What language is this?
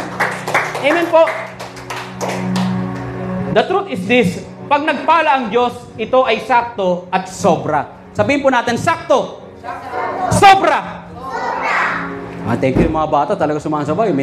Filipino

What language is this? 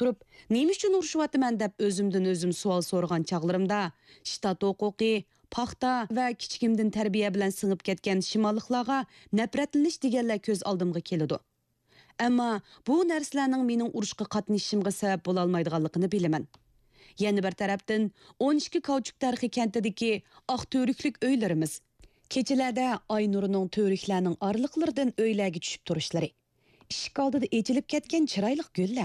Uyghur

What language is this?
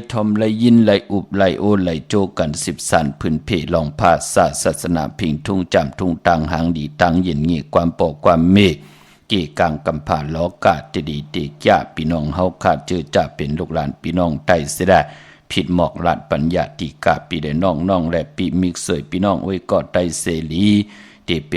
Shan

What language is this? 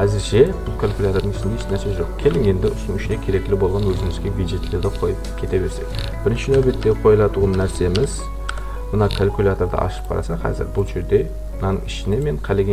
Kara-Kalpak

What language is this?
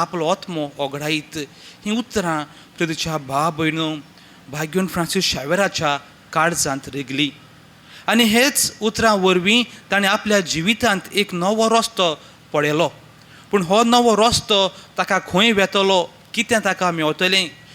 Konkani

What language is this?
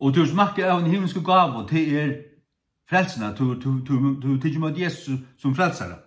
Faroese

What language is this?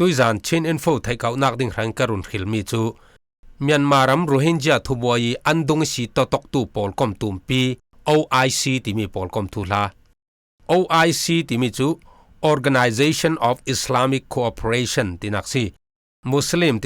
Falam Chin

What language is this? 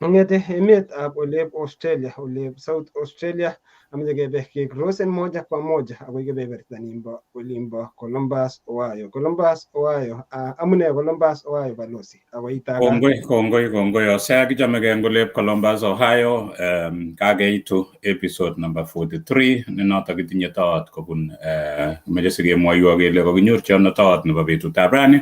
Kalenjin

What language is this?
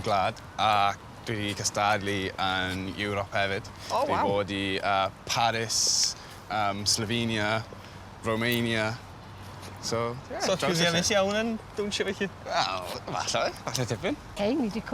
Welsh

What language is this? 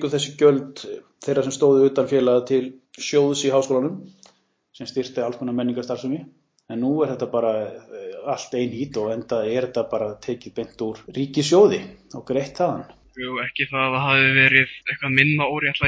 Icelandic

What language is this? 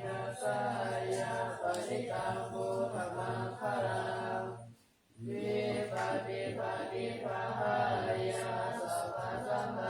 Pali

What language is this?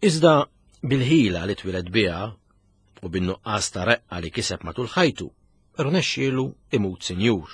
Maltese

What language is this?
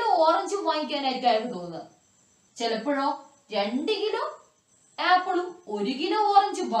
Malayalam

